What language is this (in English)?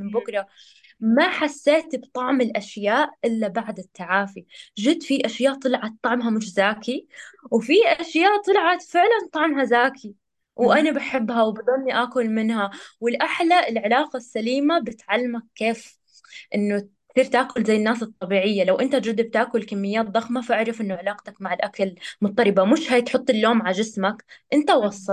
North Levantine Arabic